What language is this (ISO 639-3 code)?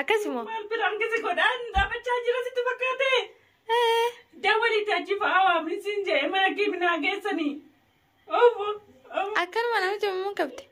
orm